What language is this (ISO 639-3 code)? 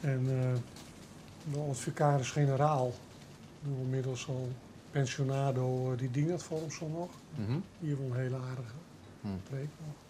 fry